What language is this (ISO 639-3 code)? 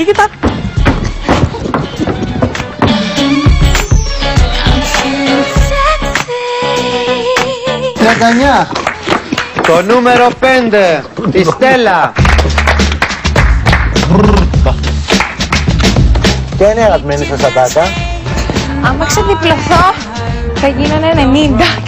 ell